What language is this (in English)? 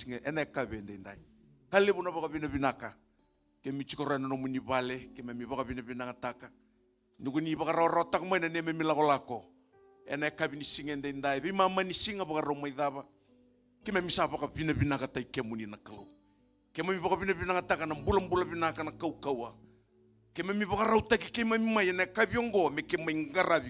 Fijian